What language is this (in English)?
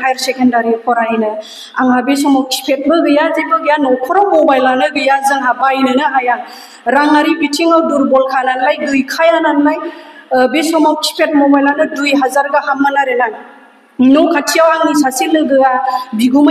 Bodo